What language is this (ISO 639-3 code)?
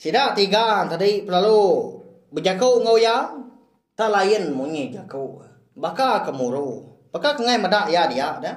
iba